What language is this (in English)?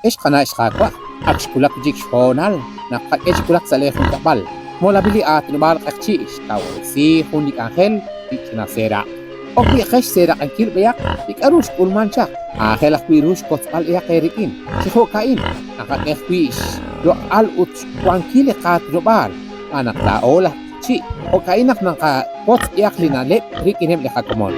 Kekchí